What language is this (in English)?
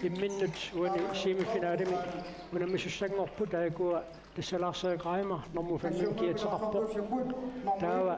Kalaallisut